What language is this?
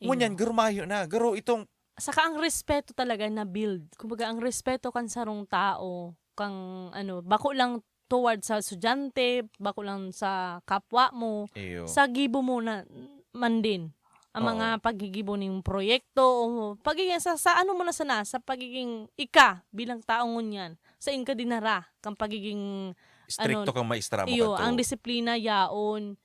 Bikol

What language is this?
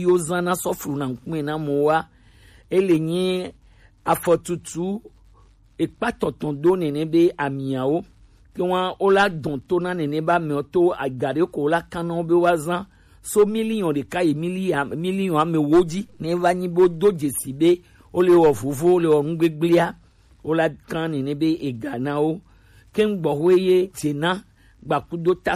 Gen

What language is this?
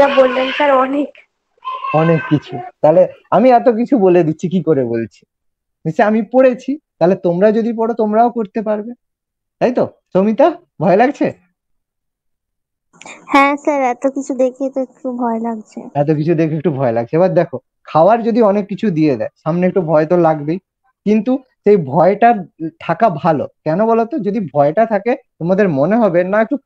Bangla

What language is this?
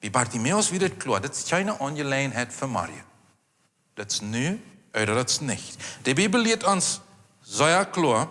Plautdietsch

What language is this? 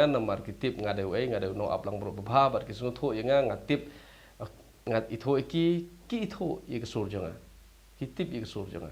Khasi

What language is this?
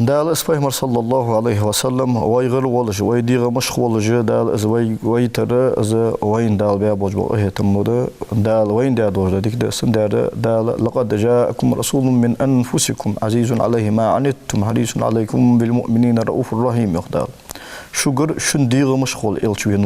Ingush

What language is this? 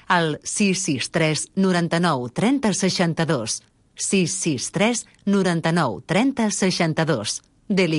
Catalan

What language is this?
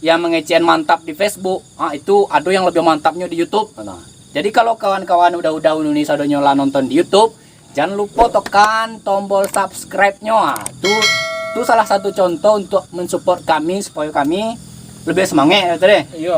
Minangkabau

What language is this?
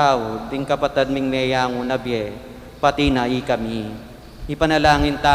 Pampanga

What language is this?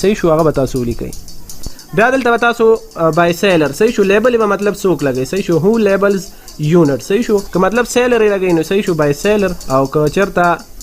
Pashto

